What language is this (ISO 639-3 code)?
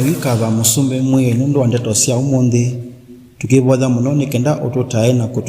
kam